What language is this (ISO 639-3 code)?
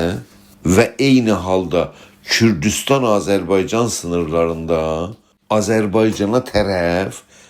azb